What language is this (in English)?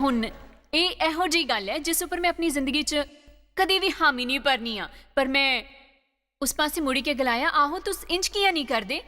Dogri